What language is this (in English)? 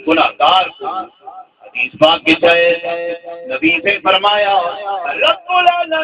Saraiki